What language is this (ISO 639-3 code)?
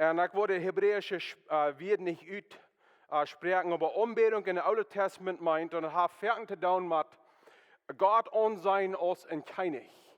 pdt